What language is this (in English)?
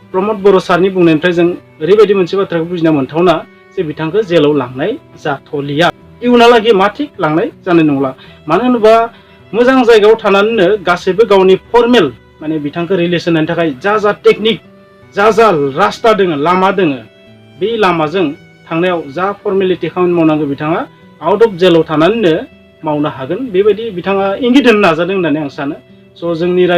Bodo